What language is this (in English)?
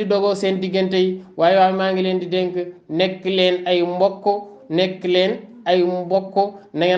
Wolof